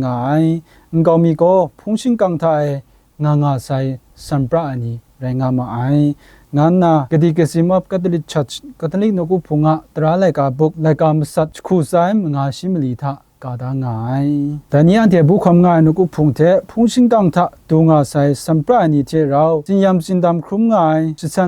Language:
Kachin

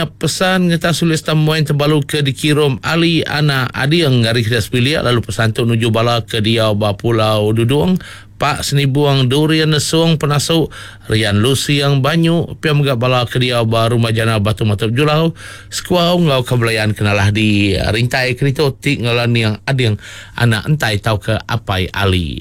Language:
Iban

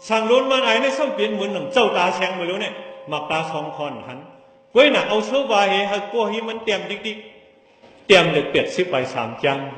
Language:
Shan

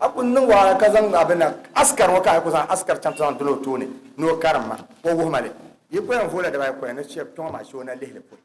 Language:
Dagbani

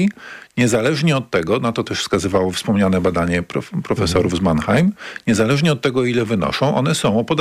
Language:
Polish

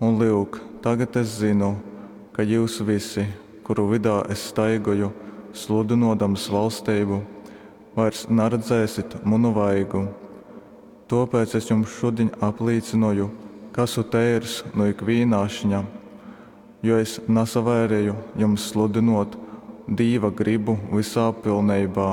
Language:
Latgalian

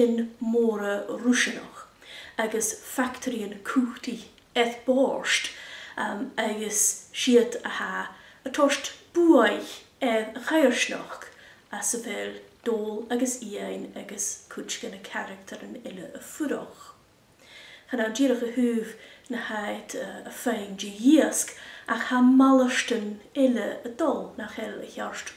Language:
Scottish Gaelic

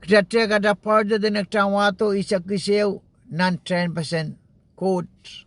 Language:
Pohnpeian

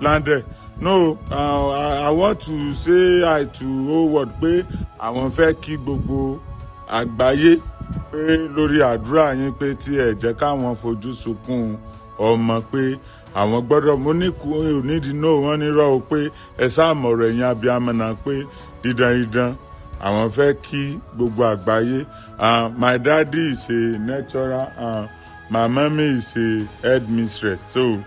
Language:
Yoruba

